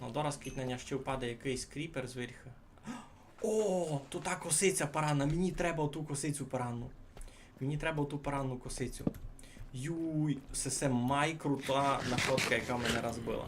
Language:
Rusyn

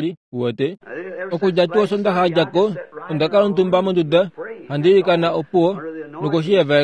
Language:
Kuanyama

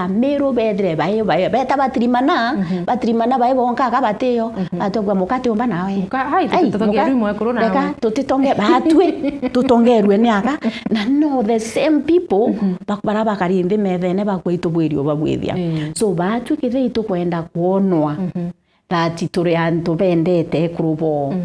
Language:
Meru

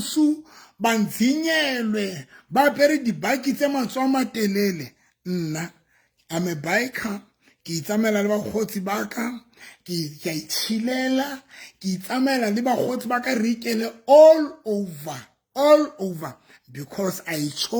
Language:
Southern Sotho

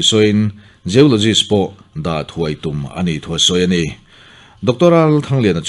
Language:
Mizo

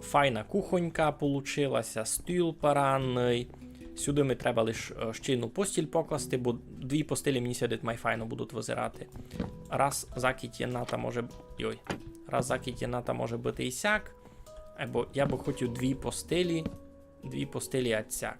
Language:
Rusyn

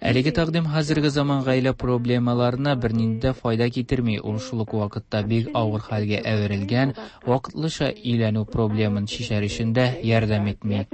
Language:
Tatar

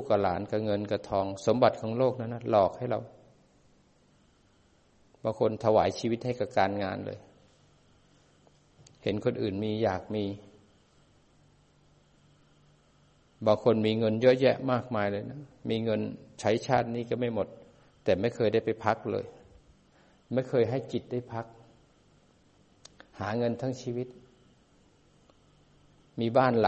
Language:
Thai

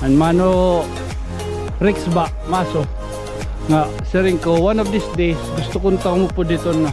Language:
Waray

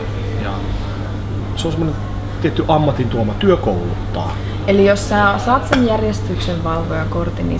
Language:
Finnish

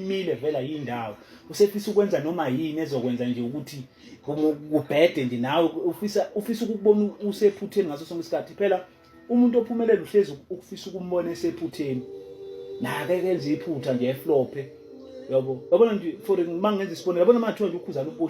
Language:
Zulu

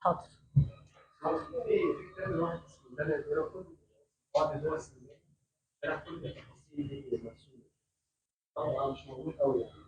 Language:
Egyptian Arabic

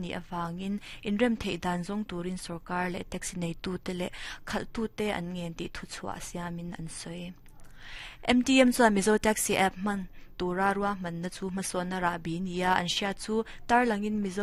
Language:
Mizo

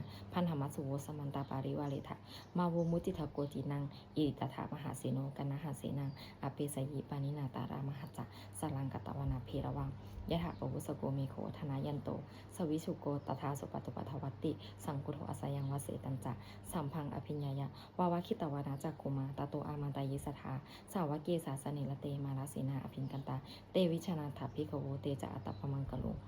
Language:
Pali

